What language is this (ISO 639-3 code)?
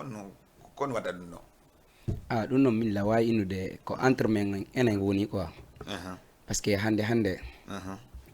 ful